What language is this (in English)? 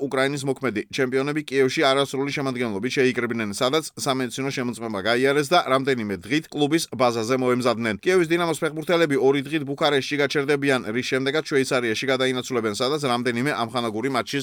Georgian